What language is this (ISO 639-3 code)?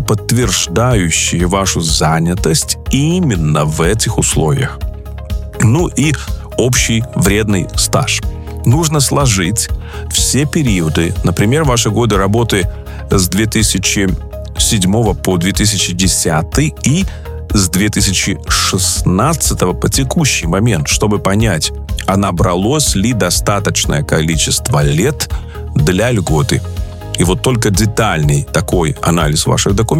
rus